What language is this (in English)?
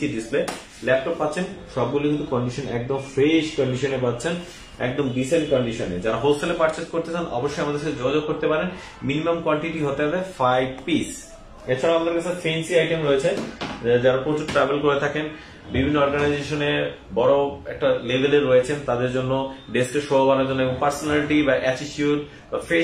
Bangla